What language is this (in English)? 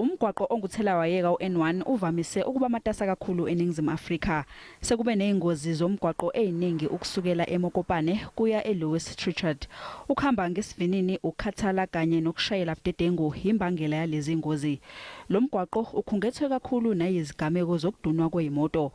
Zulu